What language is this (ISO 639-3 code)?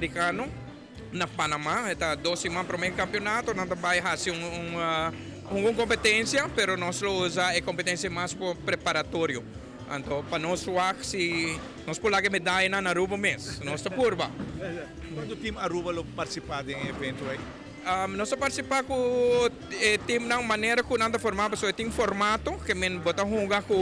pap